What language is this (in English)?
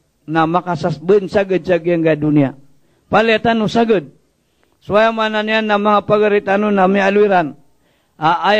Maranao